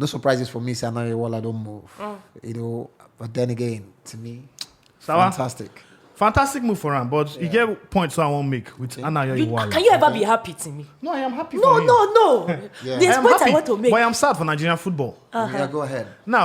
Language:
Nigerian Pidgin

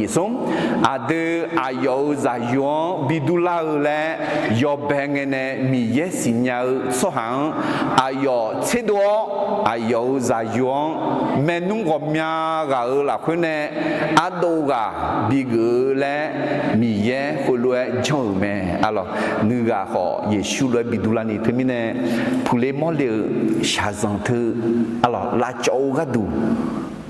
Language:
Akha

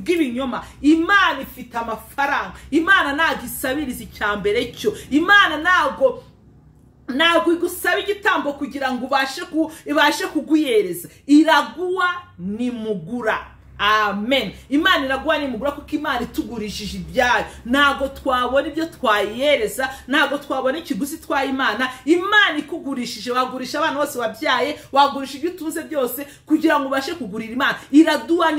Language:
Kinyarwanda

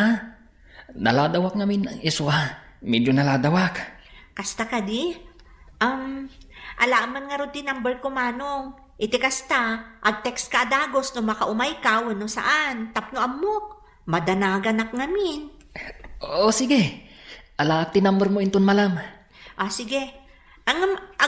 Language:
Iloko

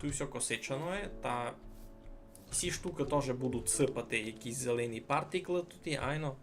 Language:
Rusyn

